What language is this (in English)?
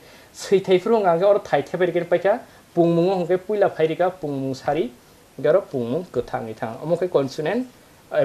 Kok Borok